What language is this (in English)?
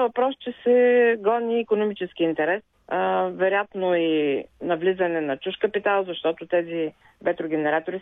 Bulgarian